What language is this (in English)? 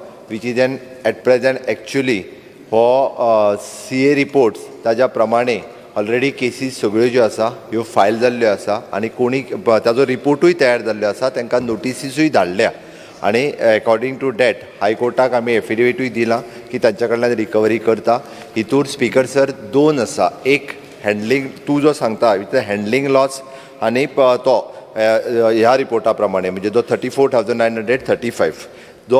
Konkani